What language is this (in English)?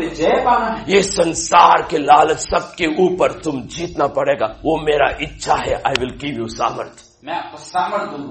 Hindi